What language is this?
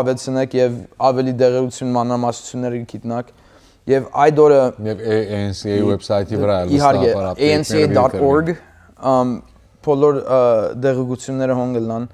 Western Armenian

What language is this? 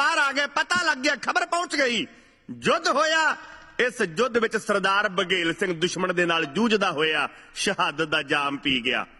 Punjabi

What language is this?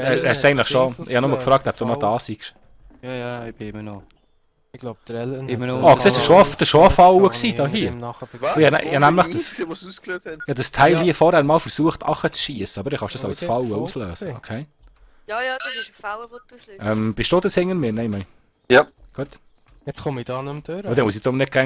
Swiss German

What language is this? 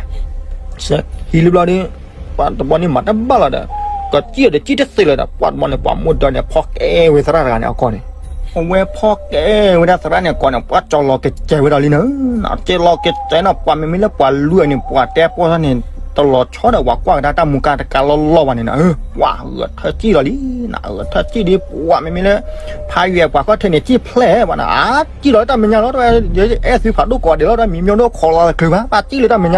S'gaw Karen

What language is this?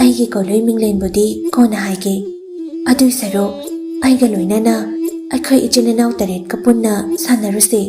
Manipuri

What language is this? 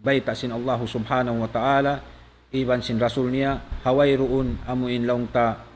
Tausug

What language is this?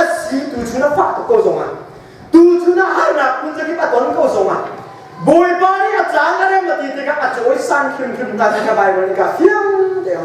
Hakha Chin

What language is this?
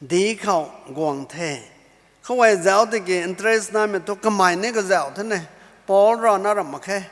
Rongmei Naga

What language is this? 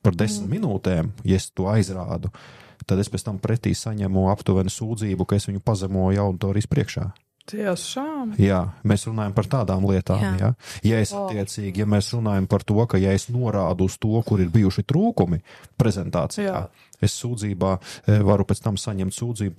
Latvian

